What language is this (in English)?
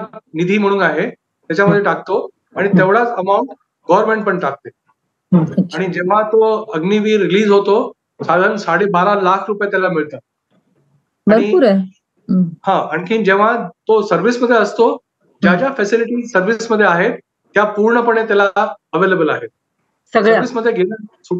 Marathi